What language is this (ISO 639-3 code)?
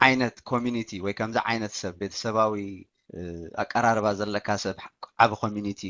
tir